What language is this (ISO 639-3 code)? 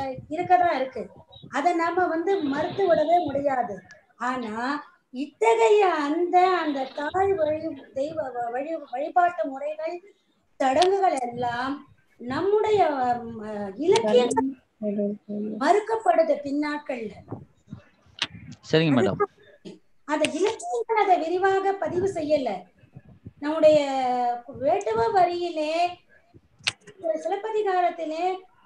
tam